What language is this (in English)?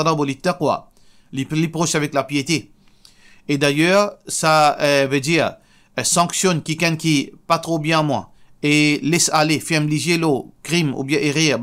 Morisyen